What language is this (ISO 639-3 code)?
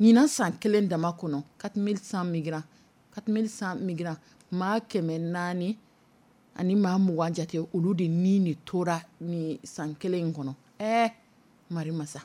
dyu